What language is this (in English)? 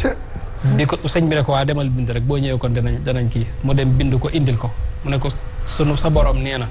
Wolof